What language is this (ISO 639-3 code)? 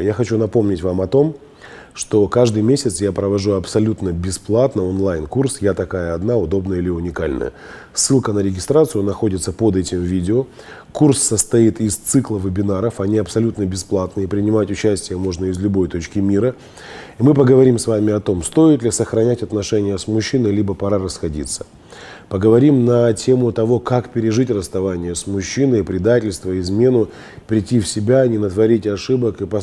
rus